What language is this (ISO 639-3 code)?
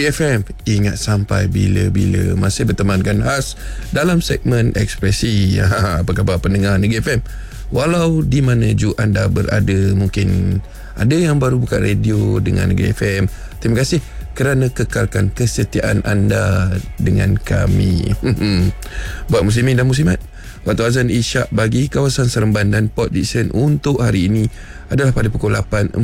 msa